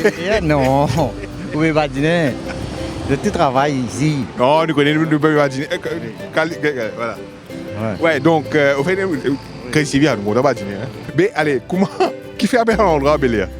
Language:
Morisyen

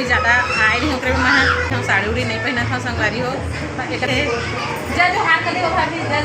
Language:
Chhattisgarhi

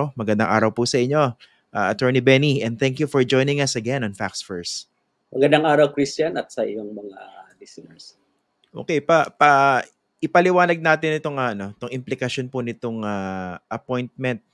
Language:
Filipino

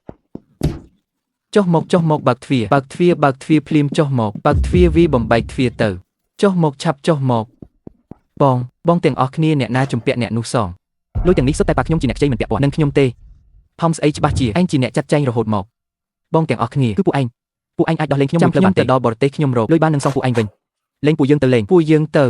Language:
Khmer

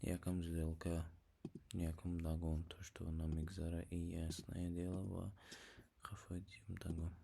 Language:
Tajik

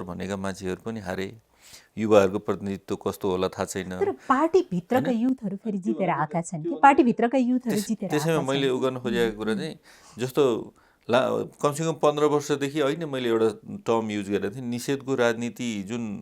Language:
Nepali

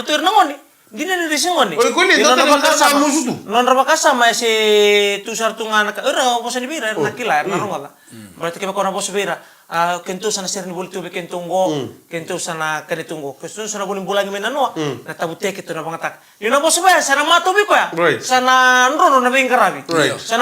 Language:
Fijian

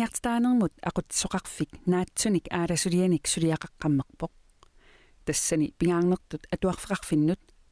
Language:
Kalaallisut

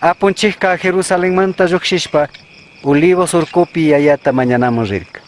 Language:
Chimborazo Highland Quichua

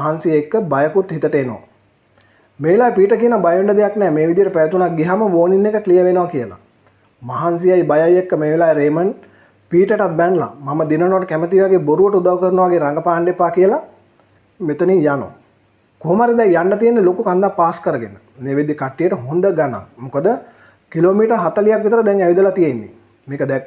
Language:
Sinhala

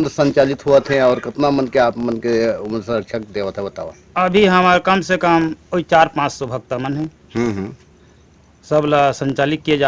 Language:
Chhattisgarhi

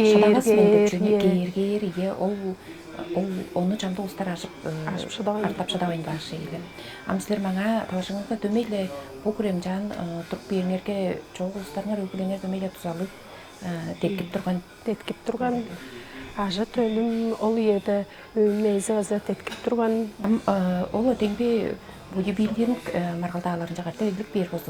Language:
Tuvinian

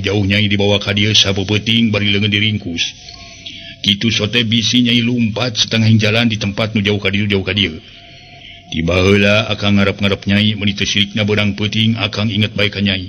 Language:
Sundanese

